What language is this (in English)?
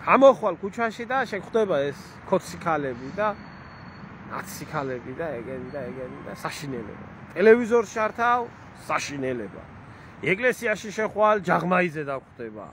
Georgian